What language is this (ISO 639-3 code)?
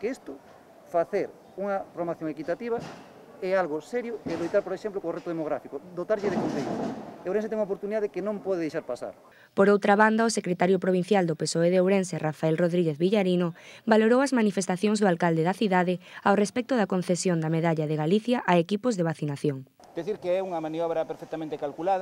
glg